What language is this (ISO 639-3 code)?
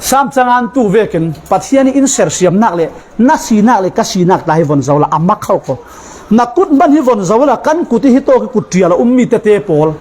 cfm